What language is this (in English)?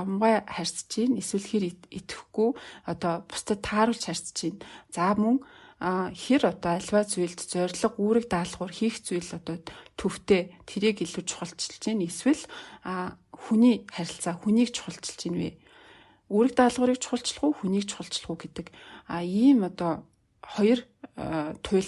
Mongolian